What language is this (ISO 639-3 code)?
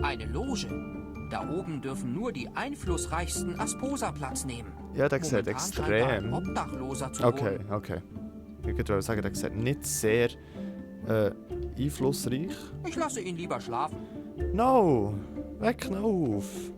gsw